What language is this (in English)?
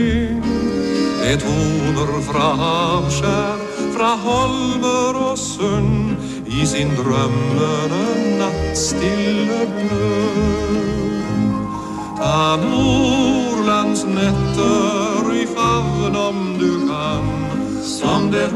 Norwegian